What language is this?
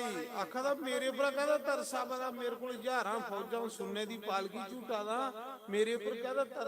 Dogri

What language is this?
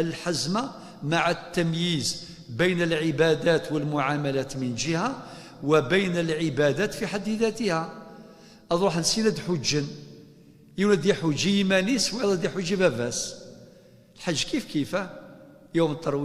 Kabyle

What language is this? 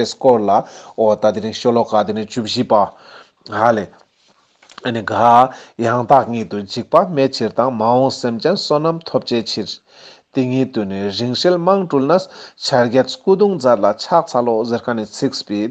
Ladakhi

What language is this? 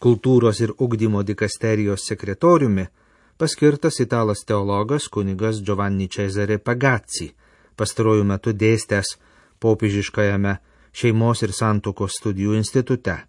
Lithuanian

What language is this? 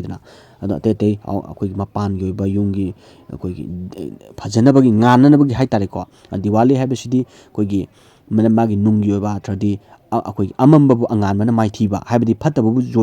Manipuri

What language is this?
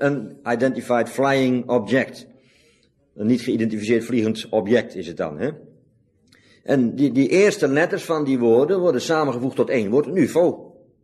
Dutch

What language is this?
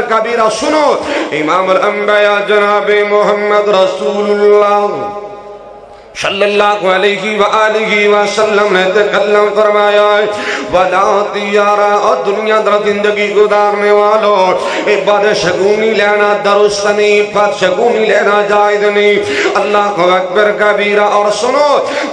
Urdu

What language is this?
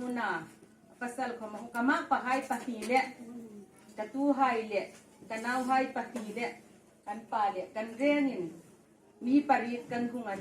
Hmar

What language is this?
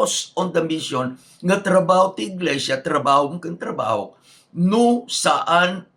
Iloko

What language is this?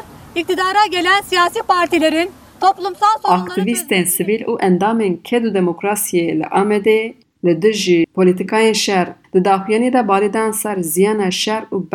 Kurdish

